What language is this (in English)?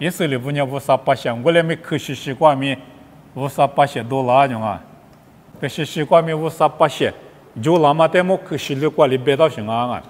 Lisu